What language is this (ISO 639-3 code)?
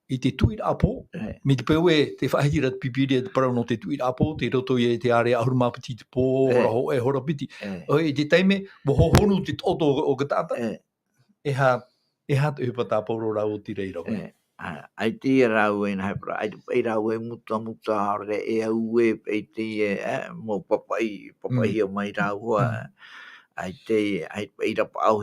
tah